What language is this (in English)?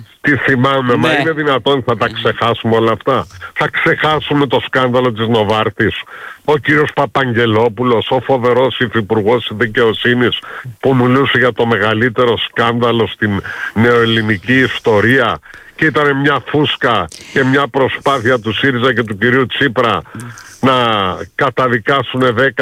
Greek